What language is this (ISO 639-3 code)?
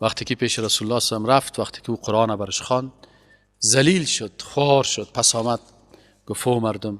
fas